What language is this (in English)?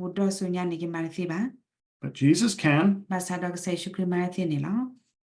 S'gaw Karen